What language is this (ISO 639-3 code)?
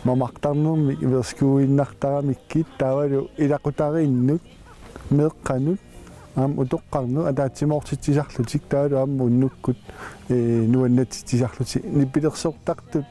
kal